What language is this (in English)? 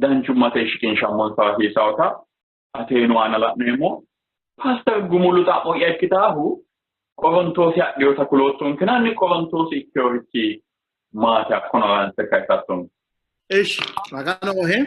Sidamo